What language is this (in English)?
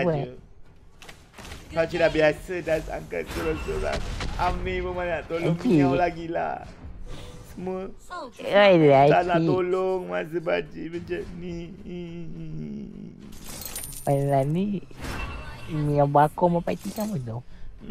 Malay